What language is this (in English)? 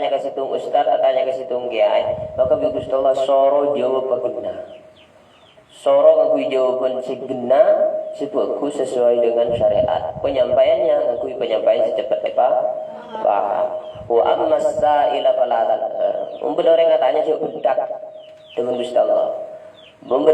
Madurese